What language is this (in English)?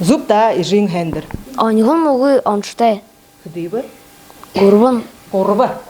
Buriat